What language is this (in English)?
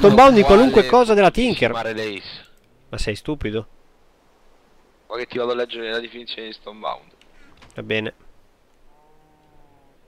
Italian